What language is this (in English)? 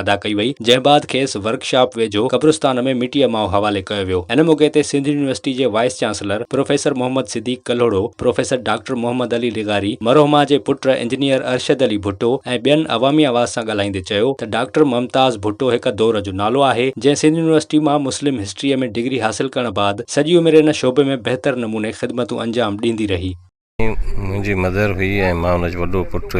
Sindhi